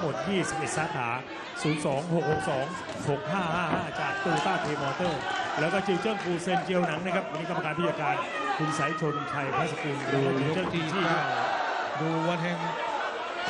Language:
Thai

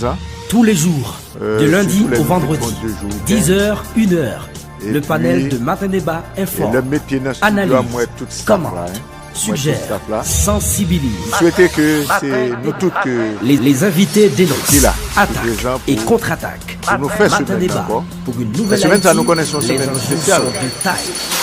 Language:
Haitian Creole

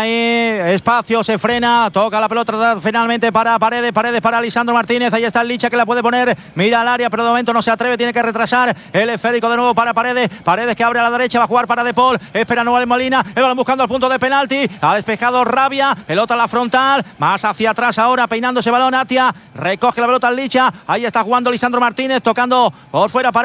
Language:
Spanish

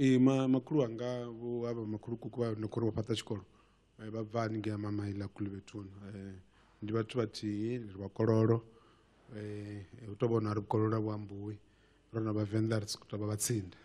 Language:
Venda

